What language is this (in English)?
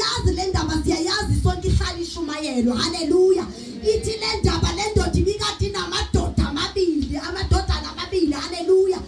Zulu